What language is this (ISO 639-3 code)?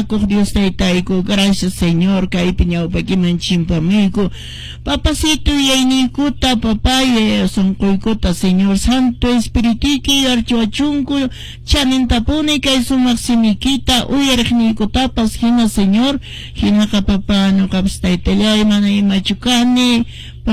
que